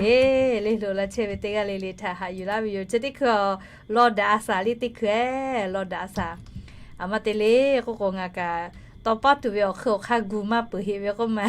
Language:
Lahu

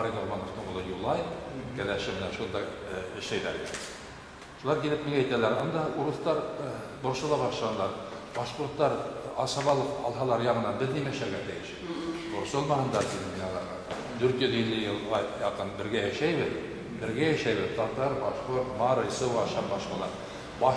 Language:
Bashkir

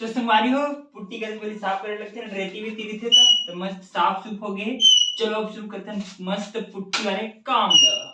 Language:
Chhattisgarhi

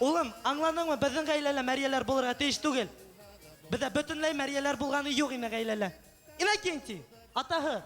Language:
Bashkir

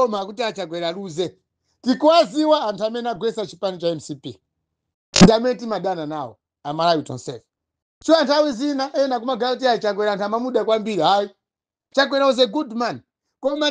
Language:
Nyanja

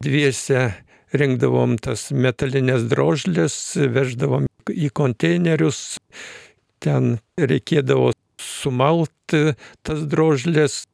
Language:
Lithuanian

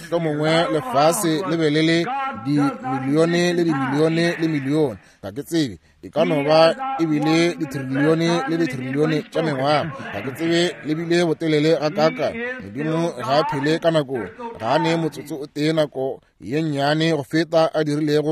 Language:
Northern Sotho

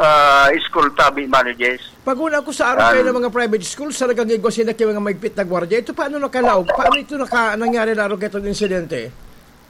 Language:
Bikol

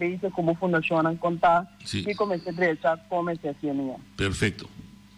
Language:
Papiamento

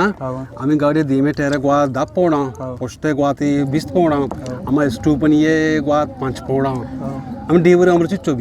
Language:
Eastern Balochi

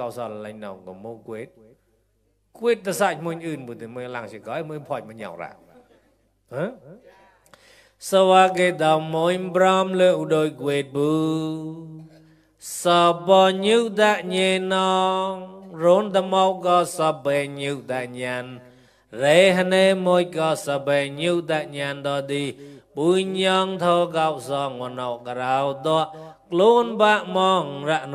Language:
Mon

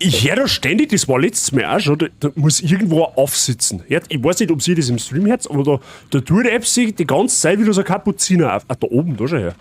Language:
Bavarian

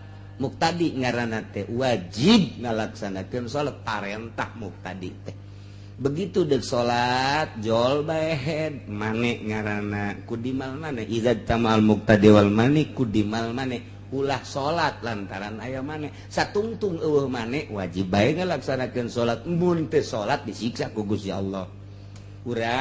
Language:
Sundanese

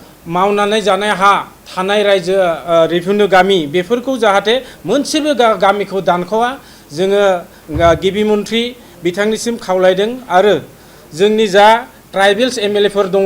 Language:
Bodo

